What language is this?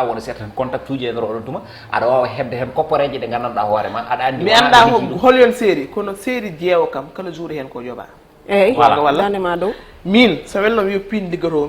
Fula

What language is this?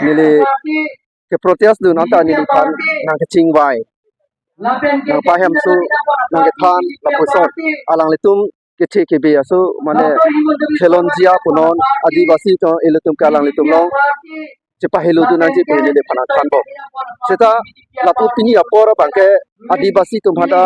Karbi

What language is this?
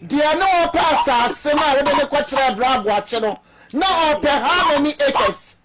Akan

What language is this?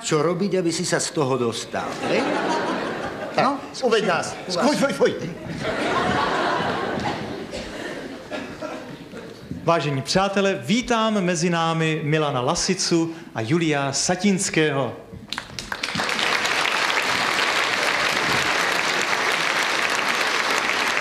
Slovak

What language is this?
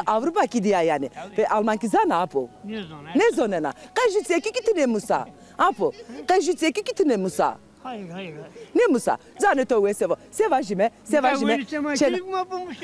Zaza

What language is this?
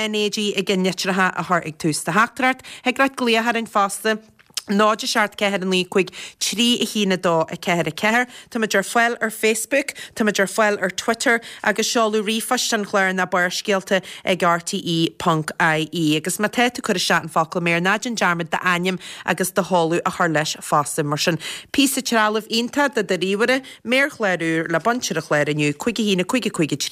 Irish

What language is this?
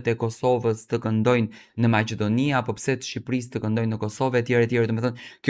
Albanian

